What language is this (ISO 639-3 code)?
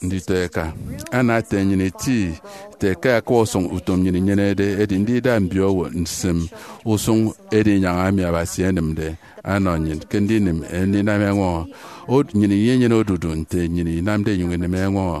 efi